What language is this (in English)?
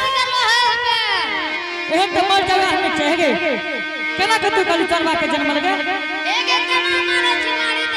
Angika